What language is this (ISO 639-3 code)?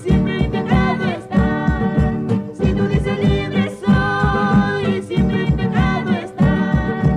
qug